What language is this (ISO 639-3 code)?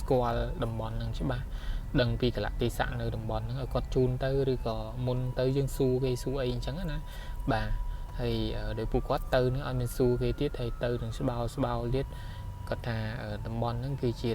khm